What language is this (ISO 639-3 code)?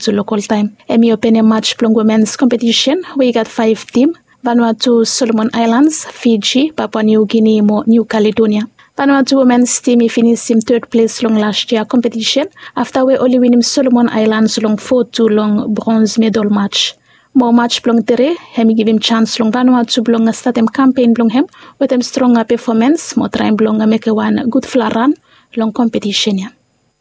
bis